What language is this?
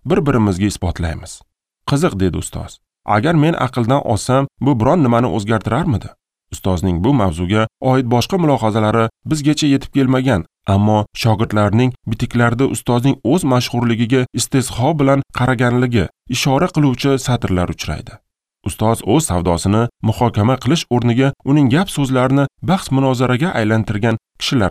Uzbek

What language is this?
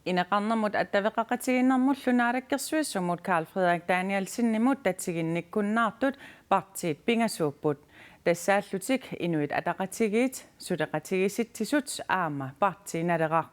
Kalaallisut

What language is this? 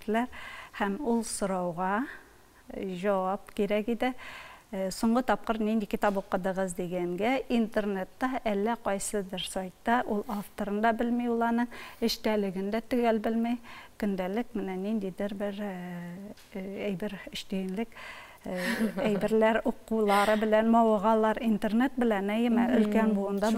Tatar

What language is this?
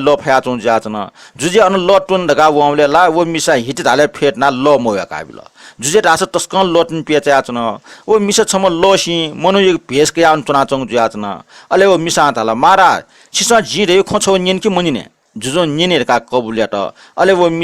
Newari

